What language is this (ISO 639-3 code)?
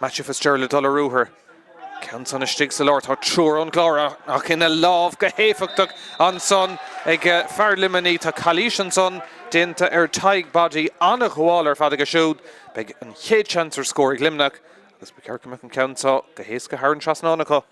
gle